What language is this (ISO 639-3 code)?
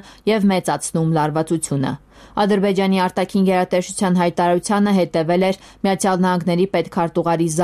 hye